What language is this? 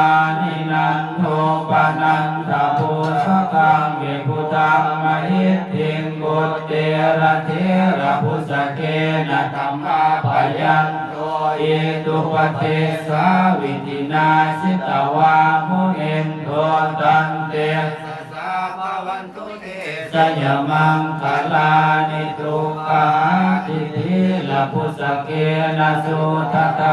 Pali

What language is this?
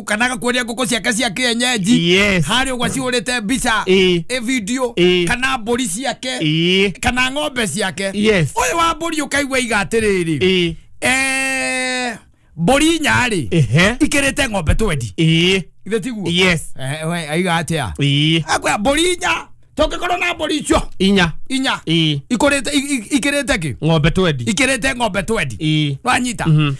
Kikuyu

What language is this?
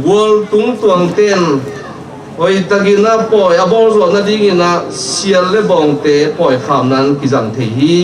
Tedim Chin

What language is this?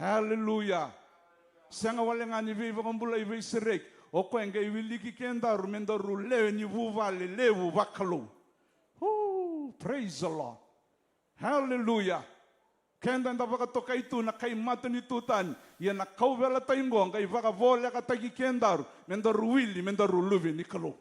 Fijian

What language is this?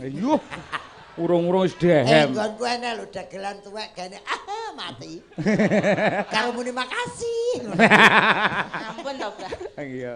Javanese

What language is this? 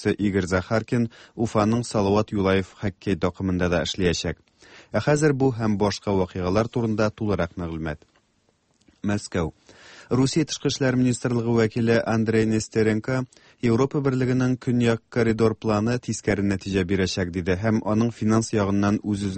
Tatar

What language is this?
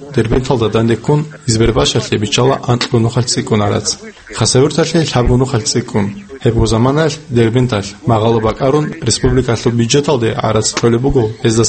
Avaric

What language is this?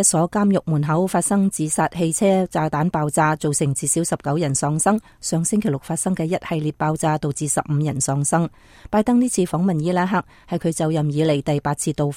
Cantonese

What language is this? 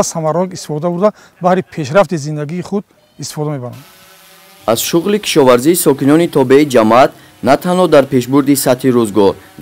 Tajik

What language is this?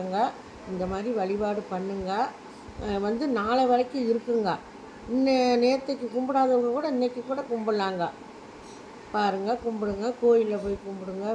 Tamil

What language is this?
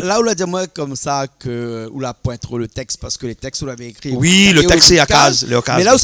Réunion Creole French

